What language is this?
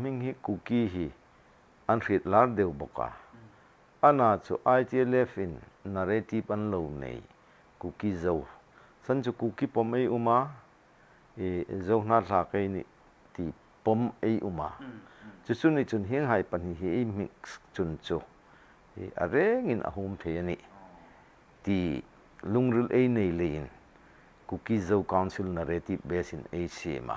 Hmar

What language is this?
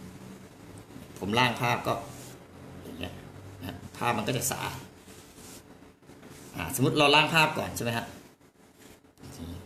Thai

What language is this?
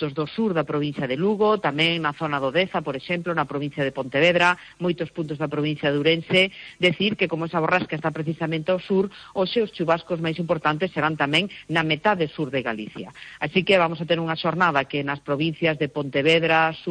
Galician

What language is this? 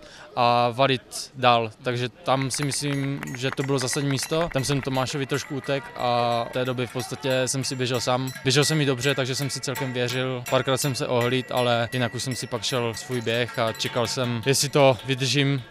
Czech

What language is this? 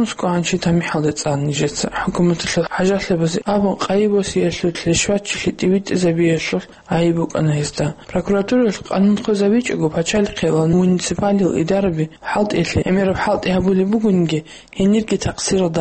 Avaric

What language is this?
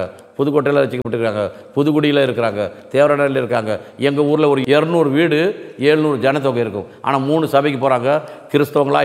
Tamil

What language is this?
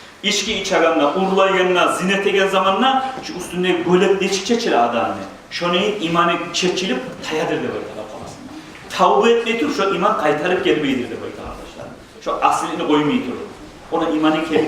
Kumyk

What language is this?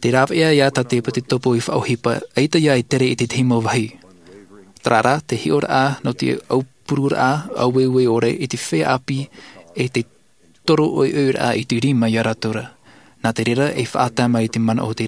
Tahitian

